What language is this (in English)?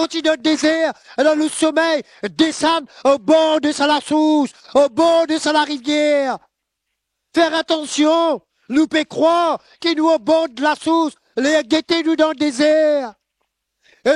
Morisyen